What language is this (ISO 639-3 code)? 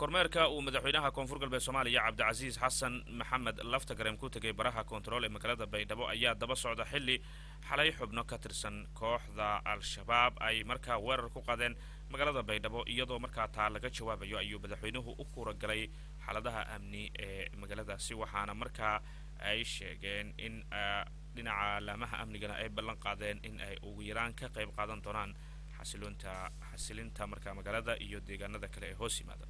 som